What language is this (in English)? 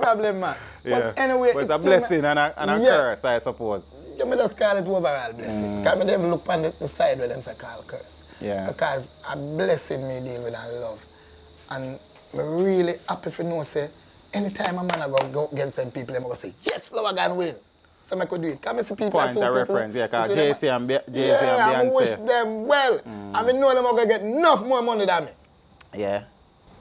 Jamaican Creole English